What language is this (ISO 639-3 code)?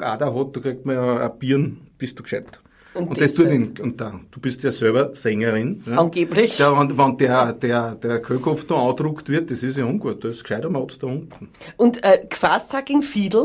bar